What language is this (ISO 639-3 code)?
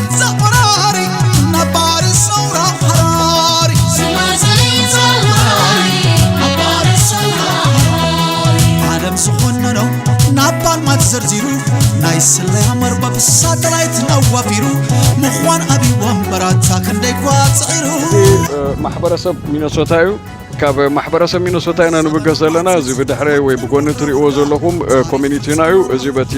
tir